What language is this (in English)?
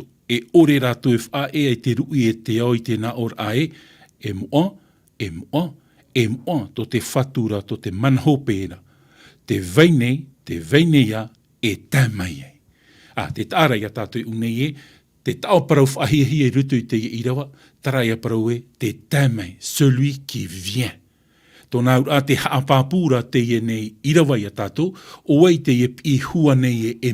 Tahitian